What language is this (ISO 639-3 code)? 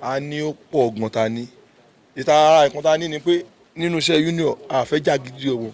yor